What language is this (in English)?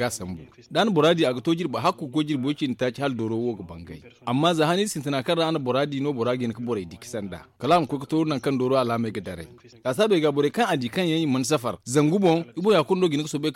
Zarma